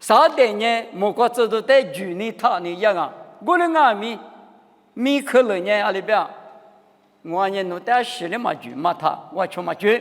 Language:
Lisu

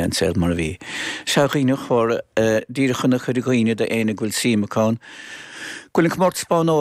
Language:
Irish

